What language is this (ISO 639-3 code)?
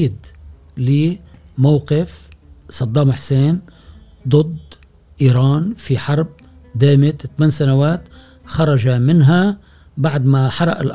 afb